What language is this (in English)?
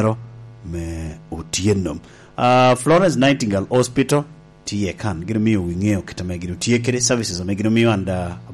Lango (Uganda)